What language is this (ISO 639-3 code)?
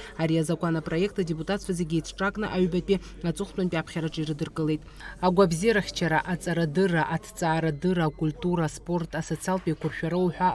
abk